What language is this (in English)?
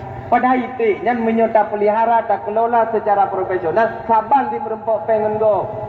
Achinese